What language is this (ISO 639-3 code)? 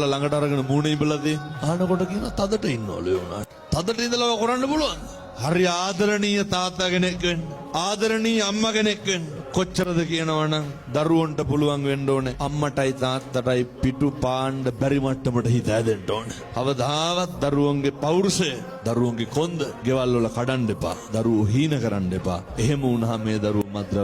sin